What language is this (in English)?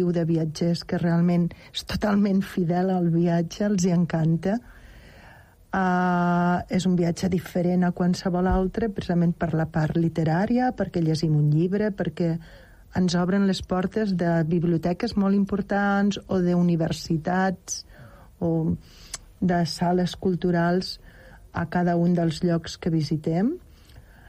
Catalan